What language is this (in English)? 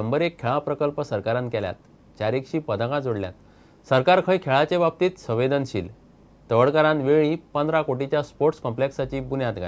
Konkani